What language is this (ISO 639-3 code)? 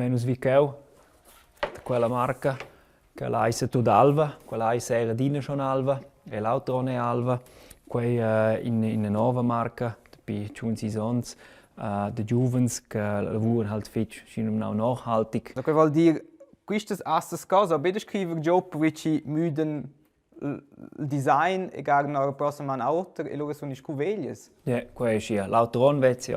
roh